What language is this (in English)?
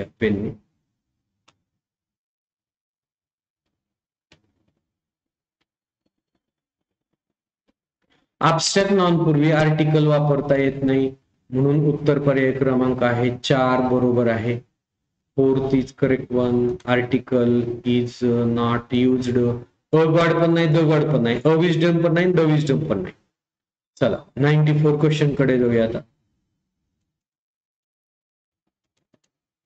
Marathi